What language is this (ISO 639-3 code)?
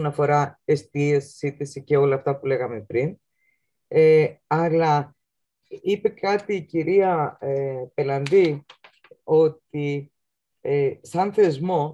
ell